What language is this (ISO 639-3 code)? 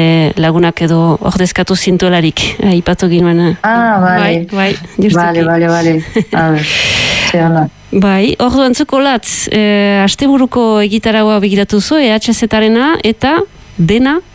eus